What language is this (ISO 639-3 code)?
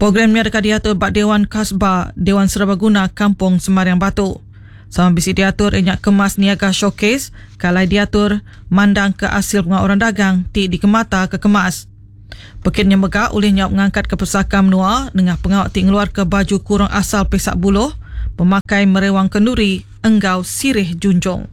iba